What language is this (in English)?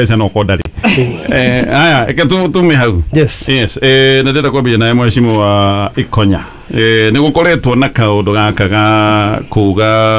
Kikuyu